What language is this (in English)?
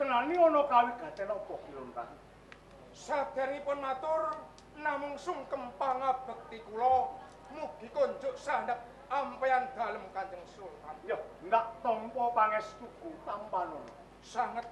Javanese